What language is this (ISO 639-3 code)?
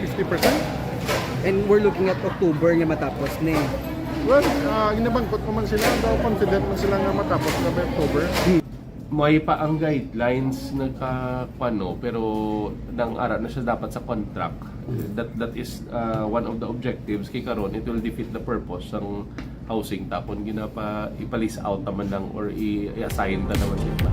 hil